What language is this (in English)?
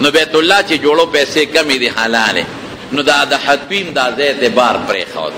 Pashto